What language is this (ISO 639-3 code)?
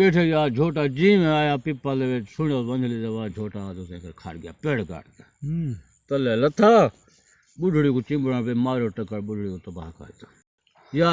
skr